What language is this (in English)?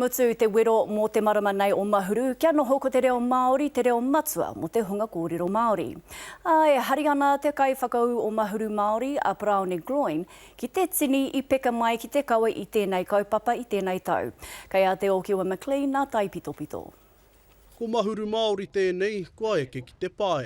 Māori